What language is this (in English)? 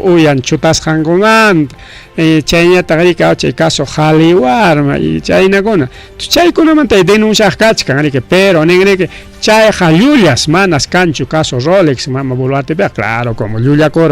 Ayacucho Quechua